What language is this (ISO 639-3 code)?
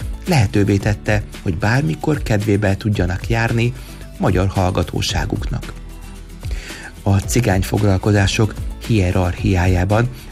hun